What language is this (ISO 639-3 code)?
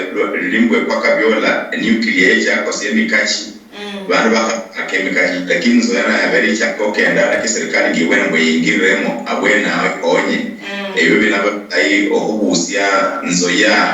luy